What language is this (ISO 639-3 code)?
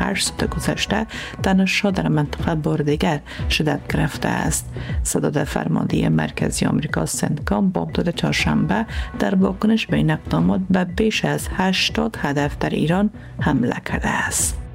fas